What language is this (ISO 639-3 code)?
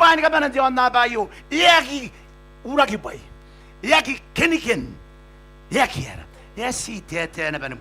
gil